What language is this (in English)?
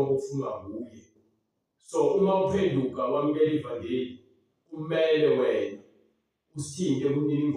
Zulu